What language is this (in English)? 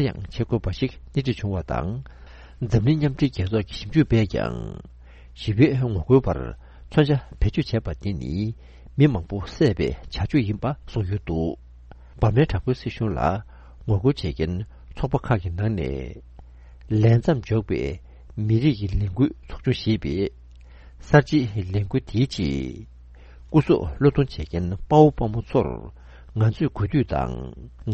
Tibetan